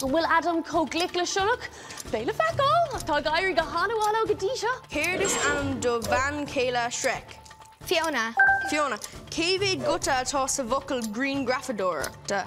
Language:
Irish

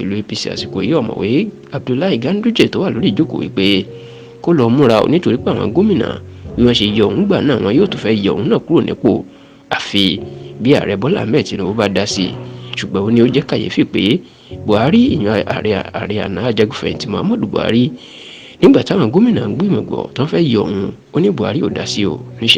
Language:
Yoruba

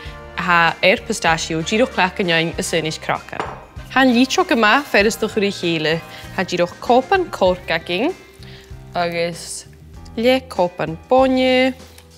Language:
Scottish Gaelic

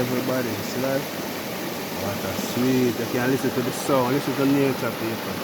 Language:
Jamaican Creole English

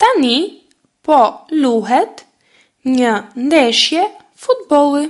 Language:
Albanian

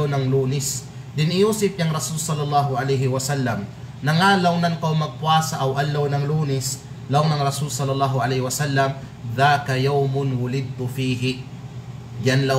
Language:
Kalagan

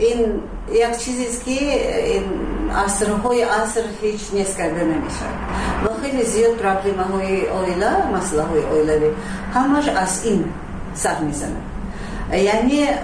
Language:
Tajik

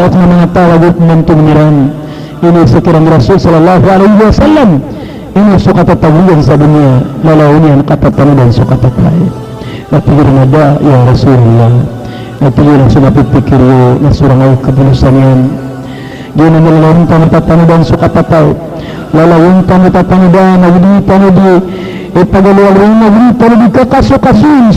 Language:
Maranao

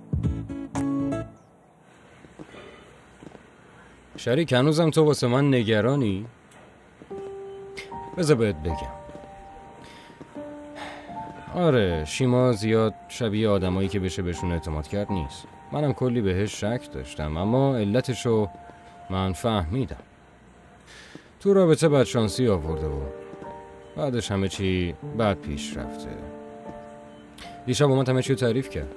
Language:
Persian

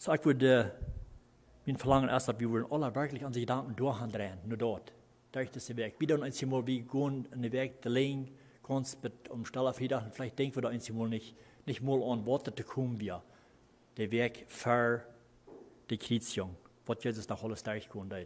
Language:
Plautdietsch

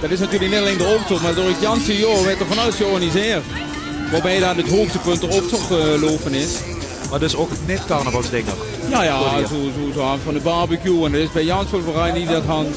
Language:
Limburgish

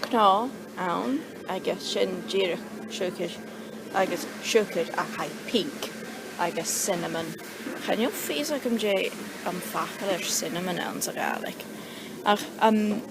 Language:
Scottish Gaelic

